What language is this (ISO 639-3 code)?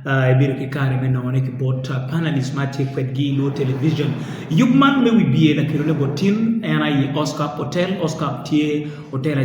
ach